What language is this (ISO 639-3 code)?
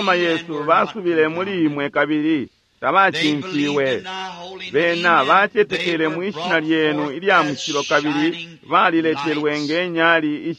bem